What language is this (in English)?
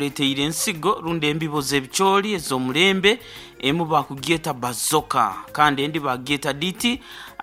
Nyankole